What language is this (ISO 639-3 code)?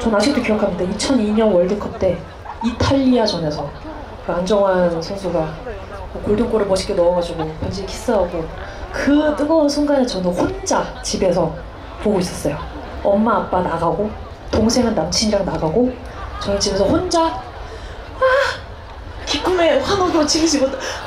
kor